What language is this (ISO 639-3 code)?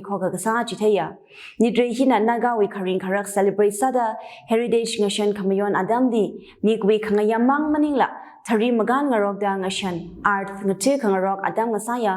nmf